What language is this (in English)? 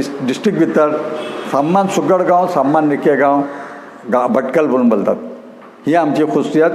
Konkani